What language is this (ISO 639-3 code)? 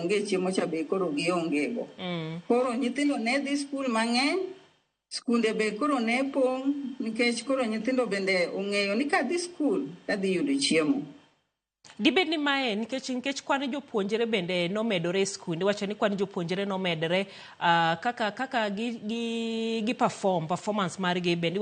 luo